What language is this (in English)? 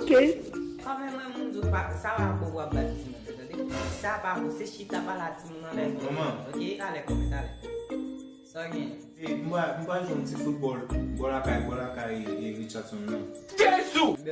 Haitian Creole